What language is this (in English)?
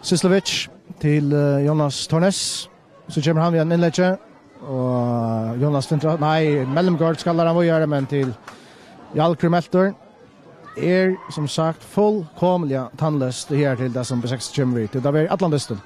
Faroese